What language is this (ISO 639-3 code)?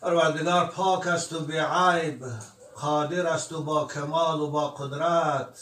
tgk